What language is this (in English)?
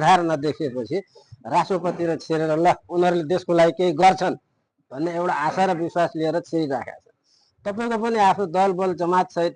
Nepali